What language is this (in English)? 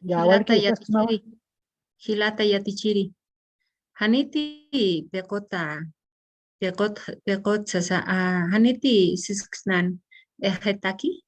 Aymara